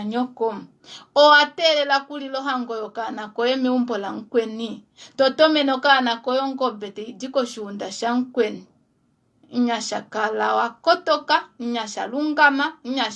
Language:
Kuanyama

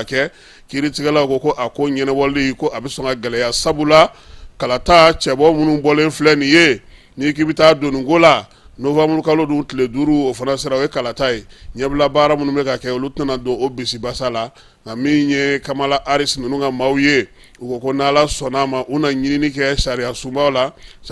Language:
Bambara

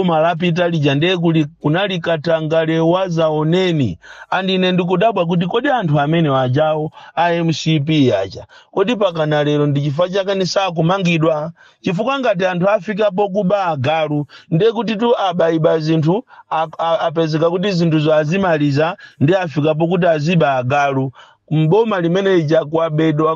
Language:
Nyanja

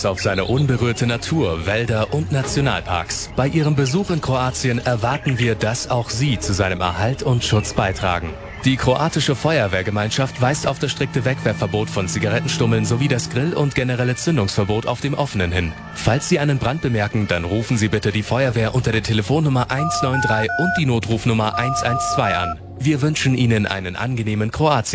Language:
German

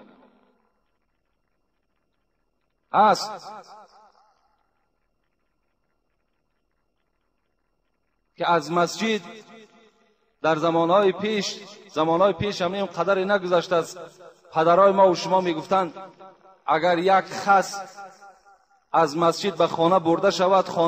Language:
Persian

